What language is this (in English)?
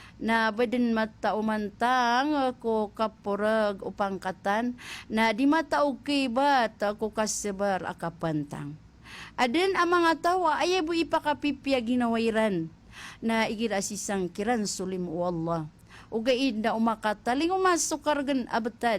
Maranao